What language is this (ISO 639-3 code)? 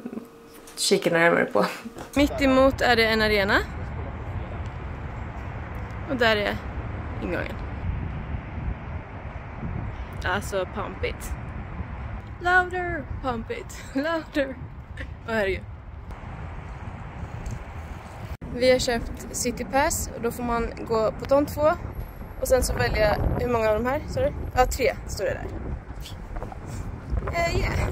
swe